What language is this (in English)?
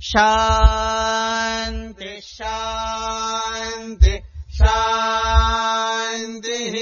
Sanskrit